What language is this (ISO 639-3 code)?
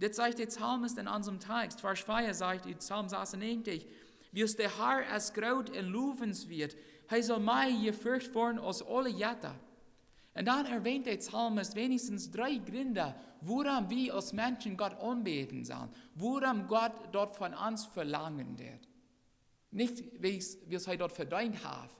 pdt